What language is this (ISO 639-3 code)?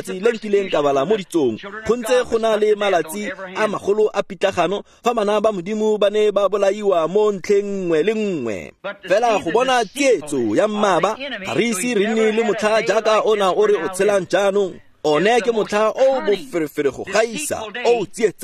tsn